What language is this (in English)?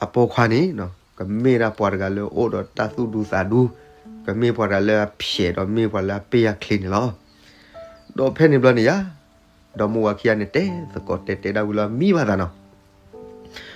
S'gaw Karen